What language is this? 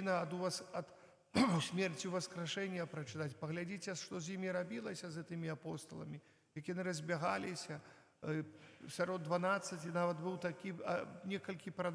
Belarusian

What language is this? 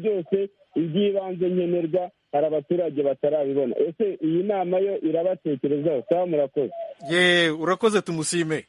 Kinyarwanda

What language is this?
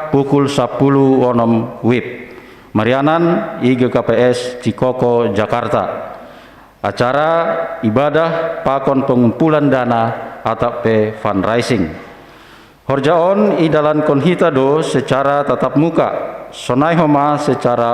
Batak Simalungun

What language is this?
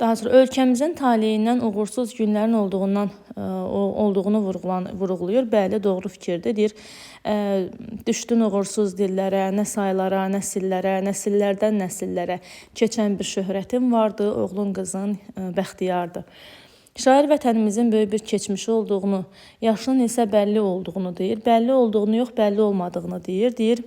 Azerbaijani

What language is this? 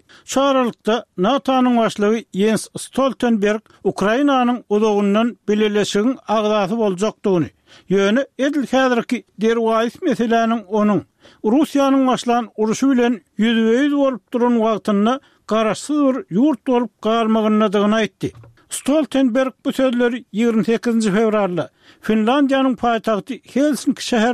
Turkmen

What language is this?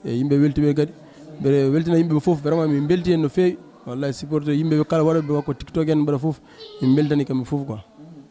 Fula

